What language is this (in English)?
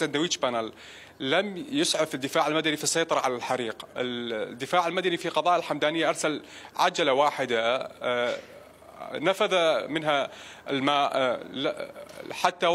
Mesopotamian Arabic